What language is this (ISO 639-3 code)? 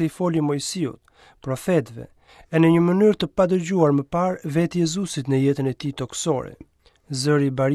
sqi